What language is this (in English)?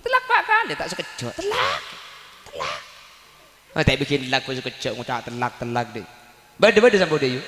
Madurese